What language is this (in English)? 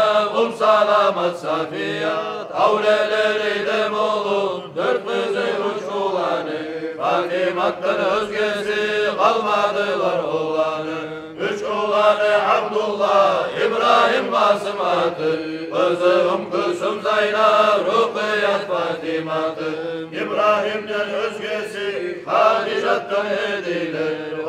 Kumyk